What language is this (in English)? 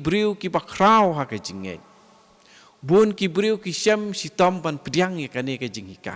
Khasi